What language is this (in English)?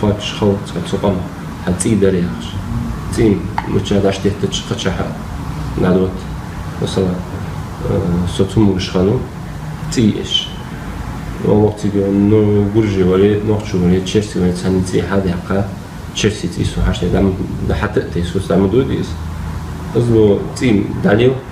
Ingush